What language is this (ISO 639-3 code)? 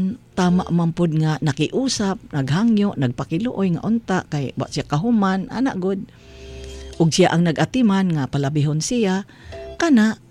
ceb